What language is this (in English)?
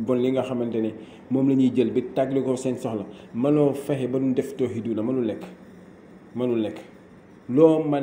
Wolof